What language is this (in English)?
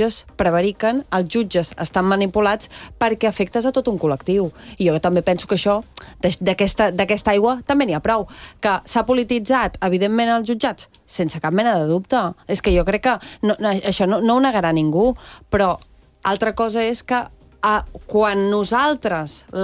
Catalan